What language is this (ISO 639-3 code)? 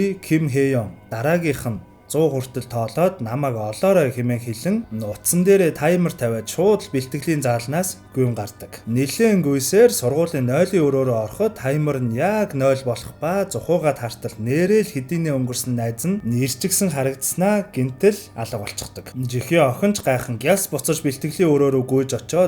mon